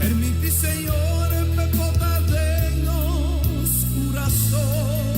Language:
Papiamento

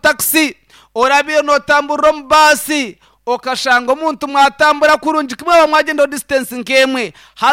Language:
Nyankole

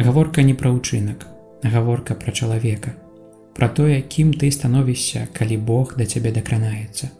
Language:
Belarusian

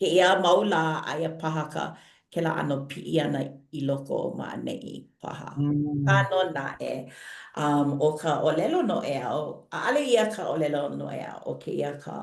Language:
Hawaiian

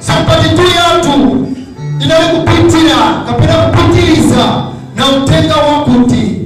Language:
Nyanja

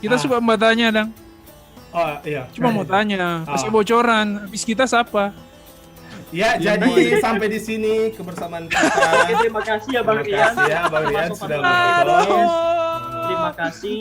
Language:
Manado Malay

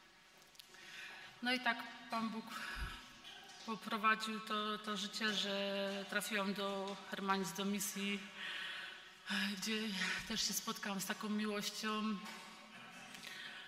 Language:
Polish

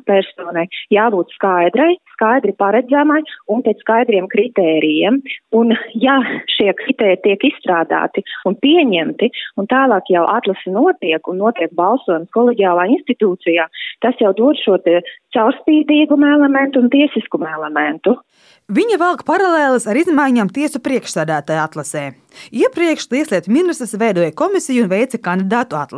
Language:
Latvian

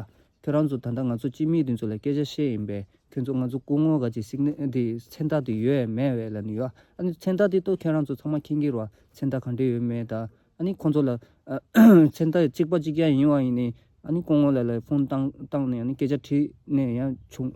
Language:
Tibetan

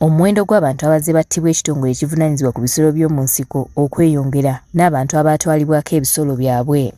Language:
Ganda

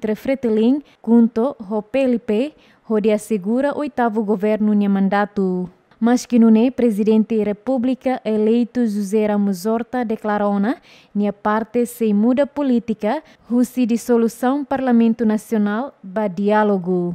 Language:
Tetum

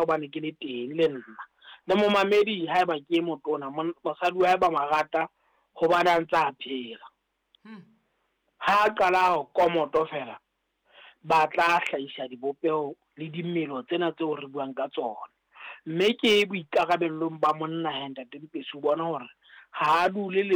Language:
Southern Sotho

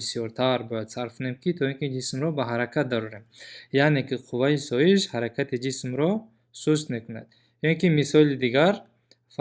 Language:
Tajik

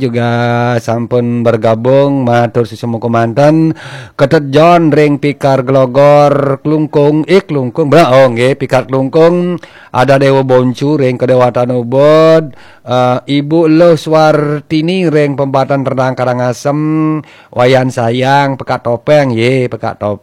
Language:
Balinese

